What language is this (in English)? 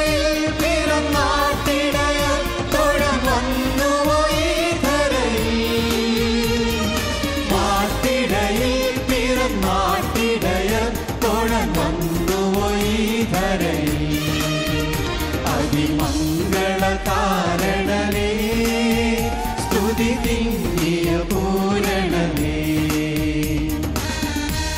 Malayalam